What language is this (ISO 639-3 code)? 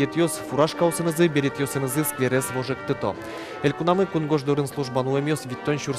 udm